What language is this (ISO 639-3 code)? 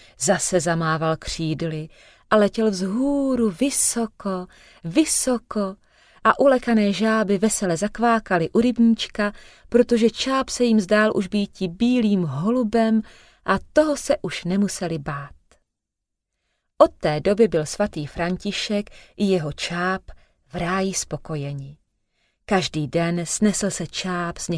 ces